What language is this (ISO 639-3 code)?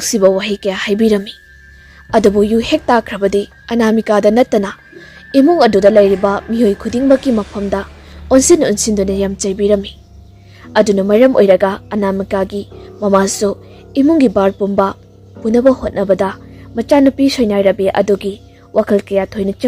mni